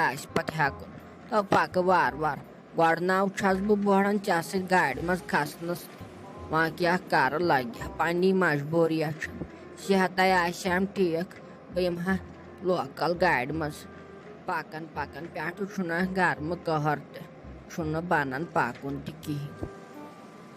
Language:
Kashmiri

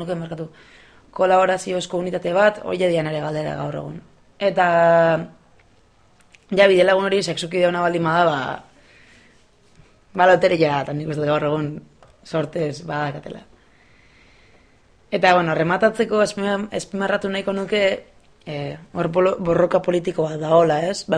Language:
Basque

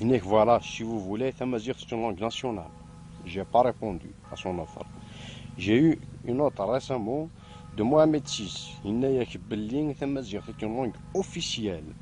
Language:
Kabyle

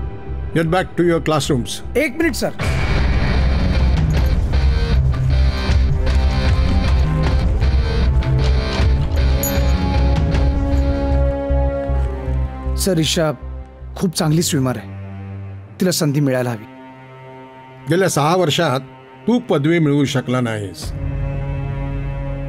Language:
Marathi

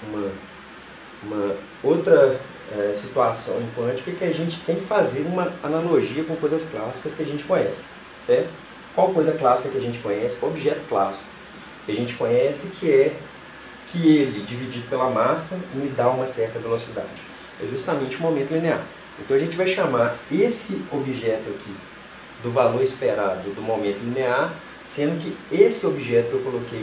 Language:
Portuguese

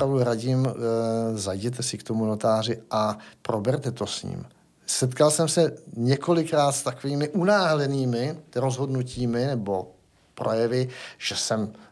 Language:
Czech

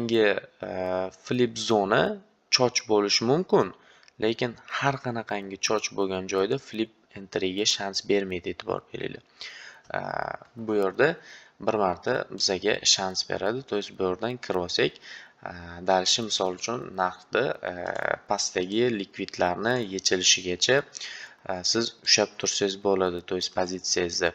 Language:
Uzbek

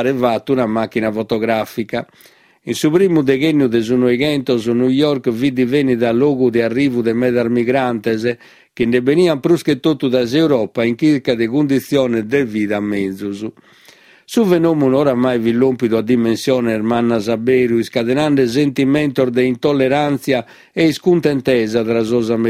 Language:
Sardinian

